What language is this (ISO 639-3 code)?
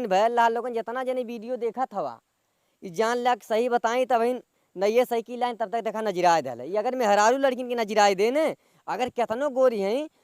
bho